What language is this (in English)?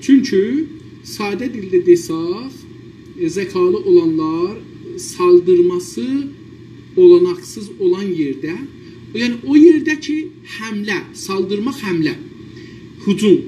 South Azerbaijani